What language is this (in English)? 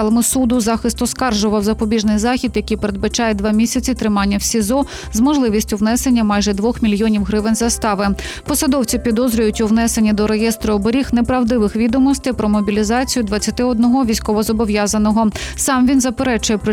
Ukrainian